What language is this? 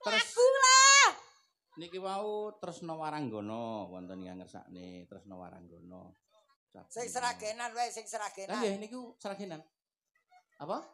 Javanese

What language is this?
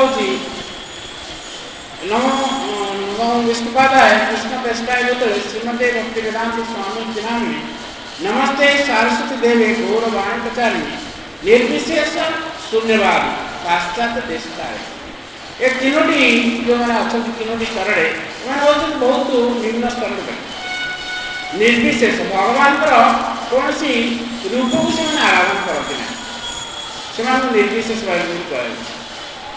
Odia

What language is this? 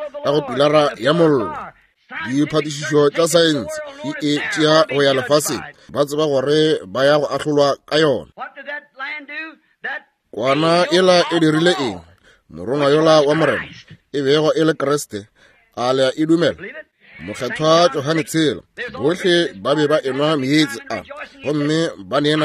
Northern Sotho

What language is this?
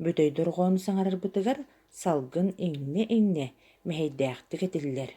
Yakut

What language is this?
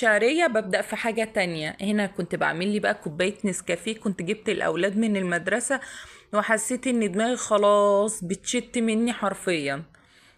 Egyptian Arabic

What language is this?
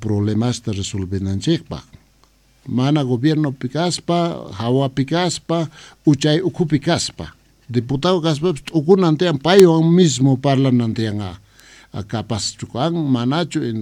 Quechua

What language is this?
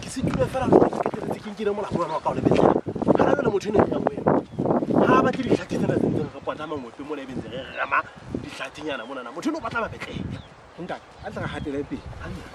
Southern Sotho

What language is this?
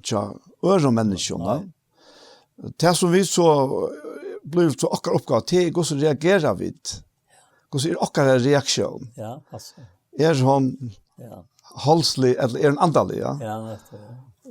Faroese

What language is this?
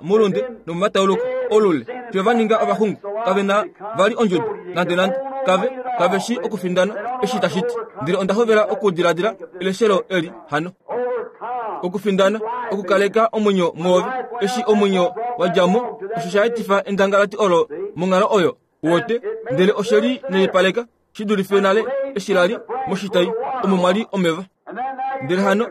Kuanyama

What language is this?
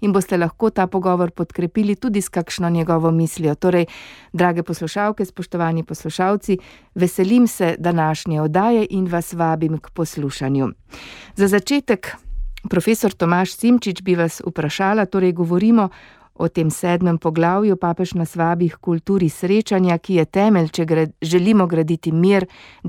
Slovenian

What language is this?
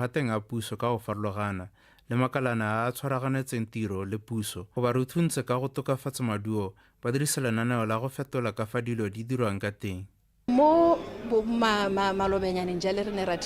Tswana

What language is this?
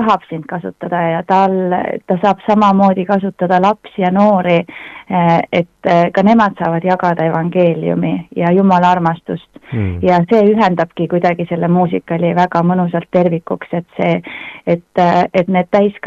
Estonian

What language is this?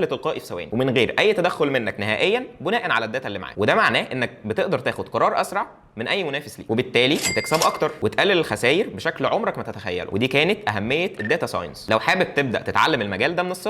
Egyptian Arabic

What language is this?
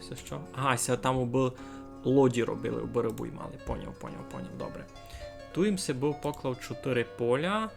Rusyn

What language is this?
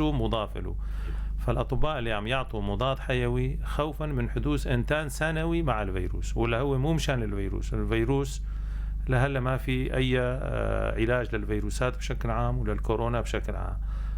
North Levantine Arabic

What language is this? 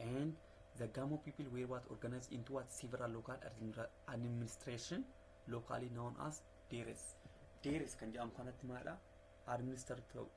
Oromo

